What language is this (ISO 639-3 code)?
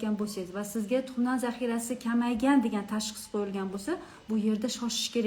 uzb